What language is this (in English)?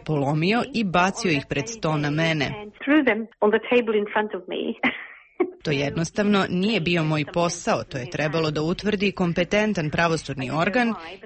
Bosnian